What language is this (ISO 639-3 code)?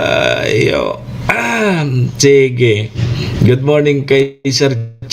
bik